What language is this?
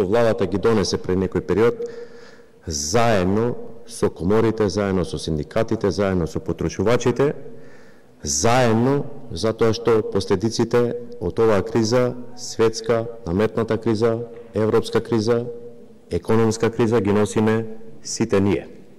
Macedonian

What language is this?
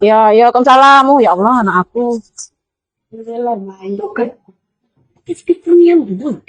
Musi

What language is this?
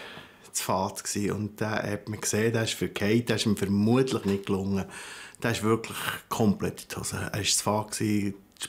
Swiss German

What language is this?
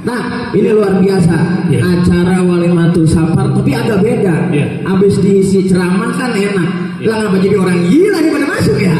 Betawi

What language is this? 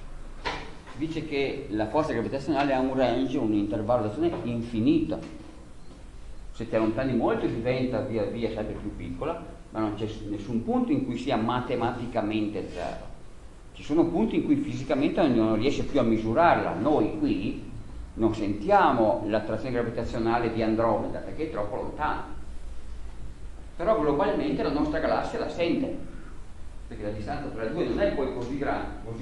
Italian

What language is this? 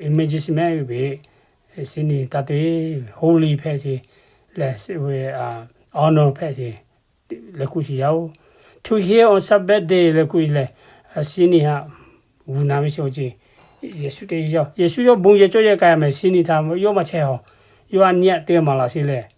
Lahu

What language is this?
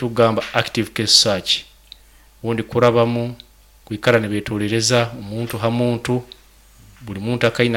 Nyoro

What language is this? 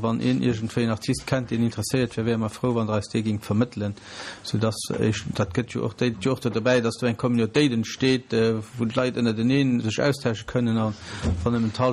Luxembourgish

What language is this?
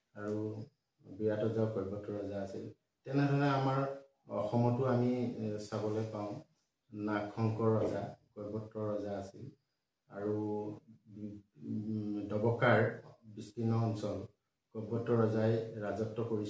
Assamese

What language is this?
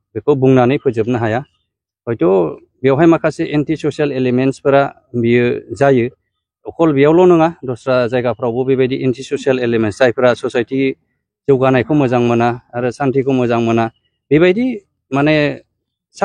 Bodo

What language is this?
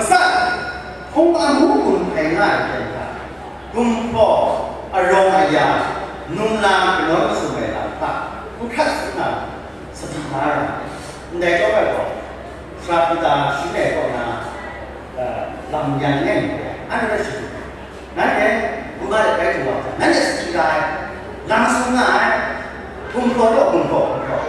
Kachin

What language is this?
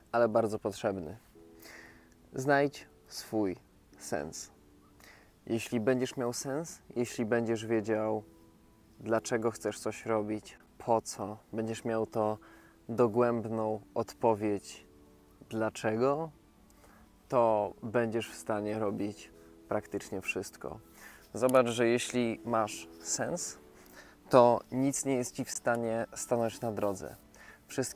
Polish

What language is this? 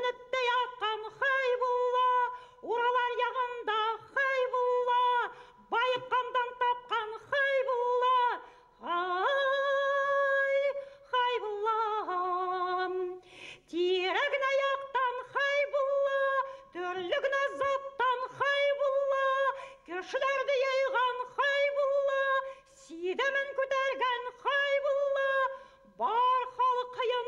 Bashkir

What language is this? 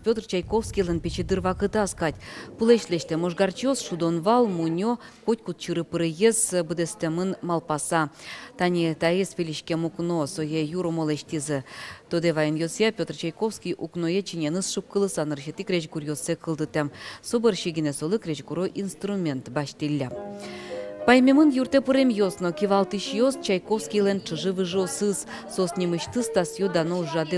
Udmurt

